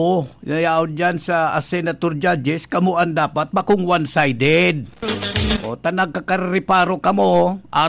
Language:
Bikol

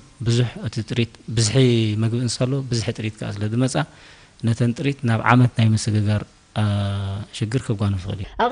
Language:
Tigrinya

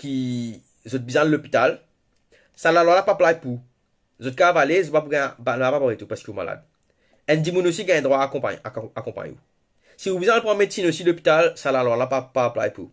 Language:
Morisyen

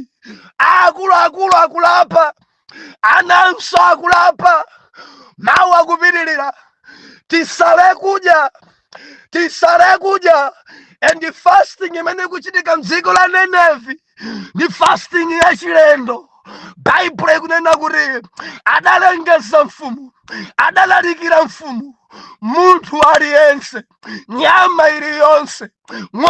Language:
Nyanja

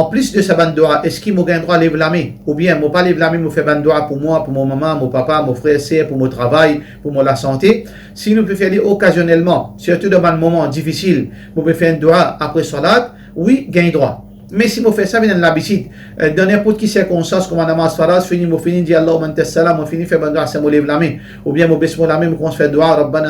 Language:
Morisyen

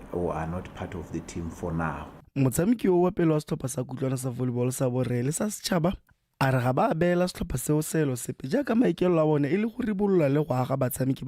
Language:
Tswana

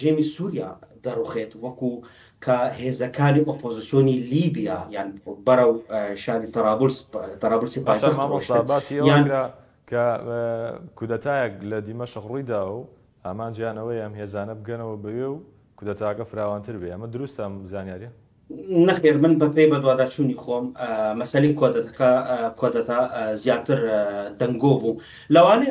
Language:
Central Kurdish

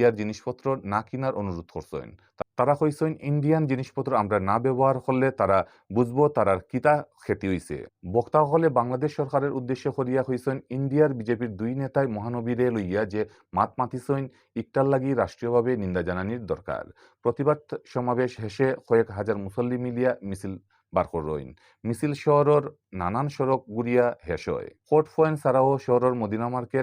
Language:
Sylheti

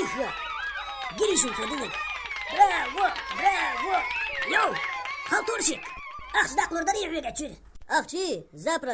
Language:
Chechen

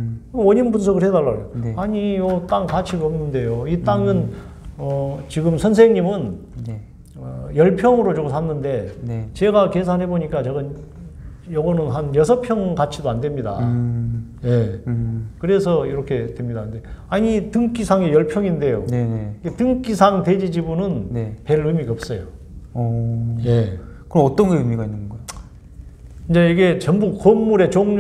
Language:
Korean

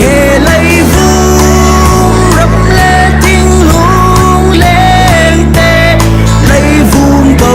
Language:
Falam Chin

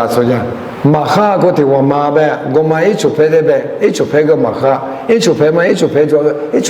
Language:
Lisu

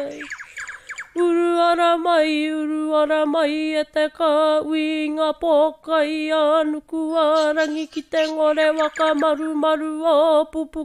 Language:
Māori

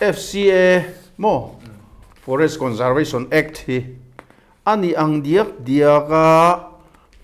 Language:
Mizo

